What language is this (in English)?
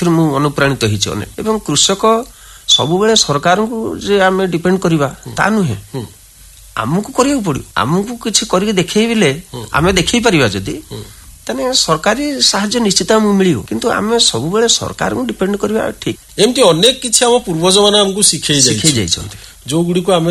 Odia